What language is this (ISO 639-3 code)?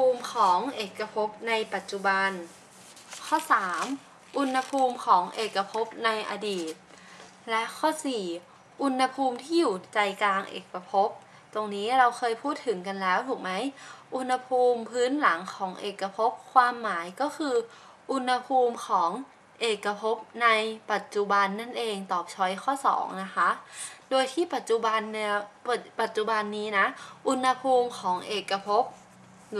tha